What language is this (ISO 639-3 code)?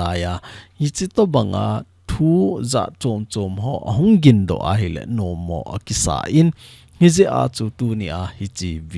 tcz